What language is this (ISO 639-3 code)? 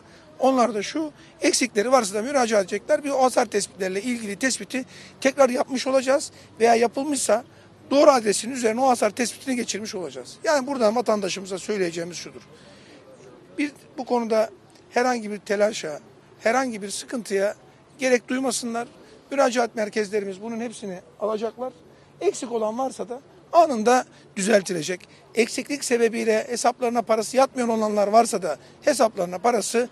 tur